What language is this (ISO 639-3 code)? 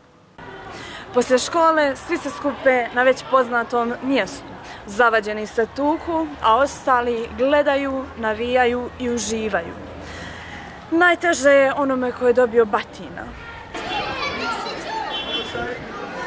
bos